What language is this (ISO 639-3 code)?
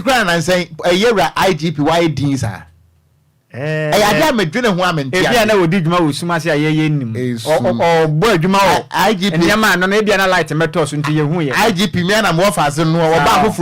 aka